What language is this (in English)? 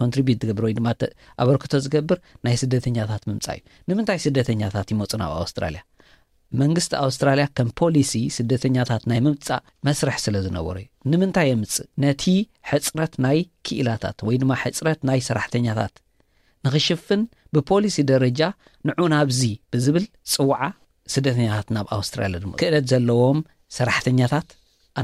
Tigrinya